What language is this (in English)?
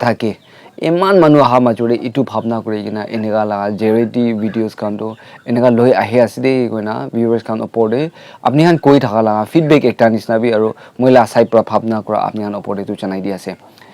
Naga Pidgin